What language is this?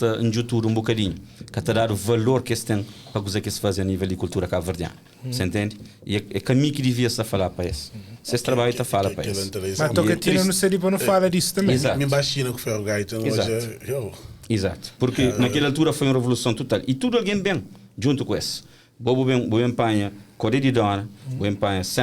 Kabuverdianu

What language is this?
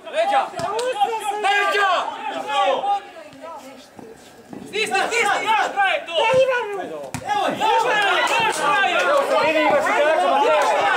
Croatian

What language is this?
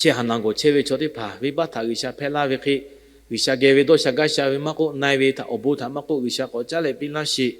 Lahu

